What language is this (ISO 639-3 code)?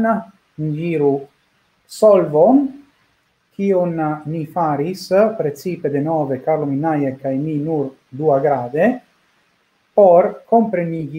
epo